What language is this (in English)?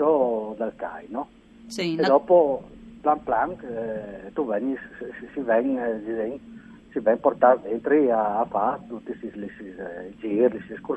Friulian